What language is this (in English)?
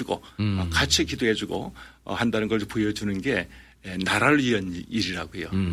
Korean